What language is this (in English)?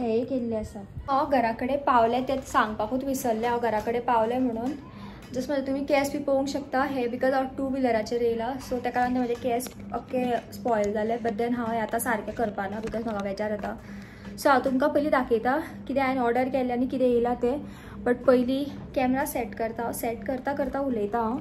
Konkani